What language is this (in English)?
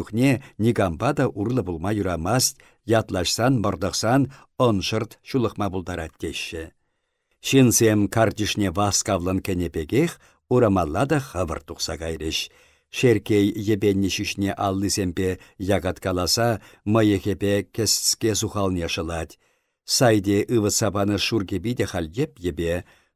Chuvash